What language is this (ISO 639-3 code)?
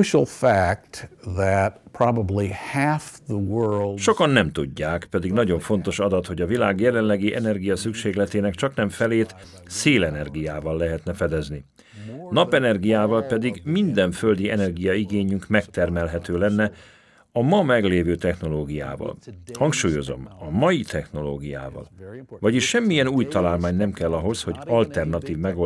hun